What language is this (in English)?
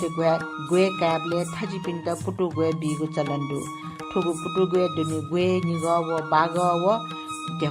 Newari